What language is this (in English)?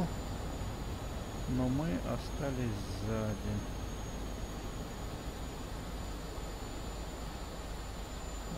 Russian